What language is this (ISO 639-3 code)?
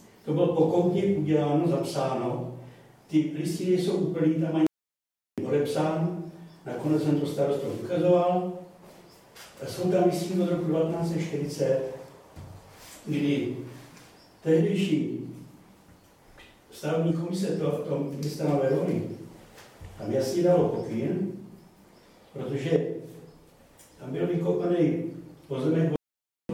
ces